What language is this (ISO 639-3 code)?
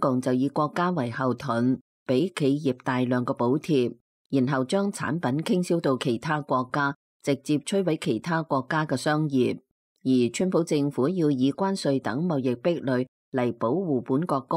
yue